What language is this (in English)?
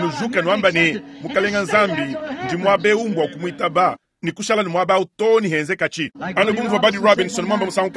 Luba-Lulua